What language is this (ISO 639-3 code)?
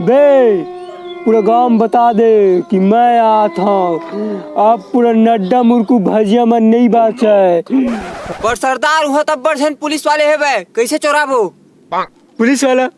hne